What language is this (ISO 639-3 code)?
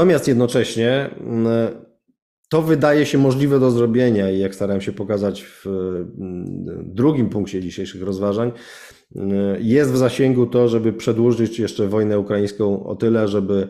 pol